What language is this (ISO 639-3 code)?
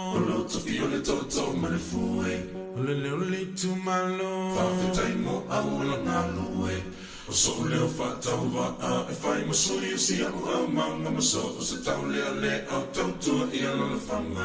smo